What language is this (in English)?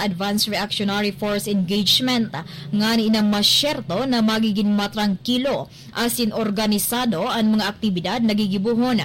Bikol